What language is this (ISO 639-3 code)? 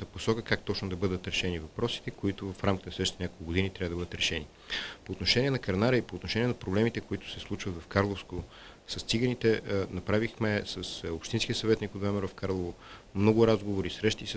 bul